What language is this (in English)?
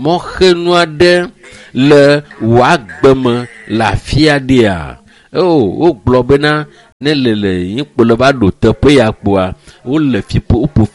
Ewe